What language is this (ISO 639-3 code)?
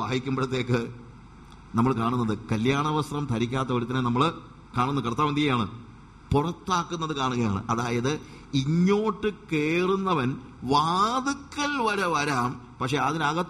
mal